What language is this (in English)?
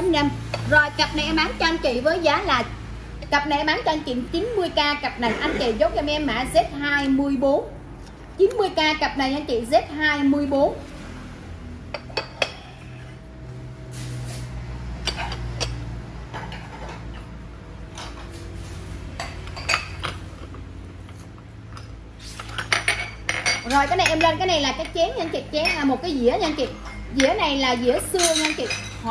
Vietnamese